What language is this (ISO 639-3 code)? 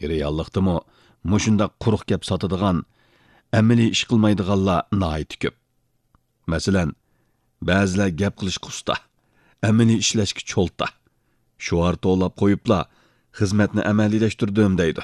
uig